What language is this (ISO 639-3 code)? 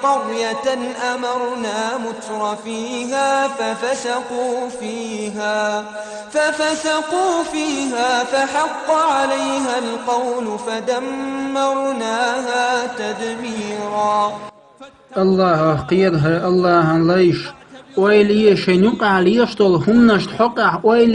che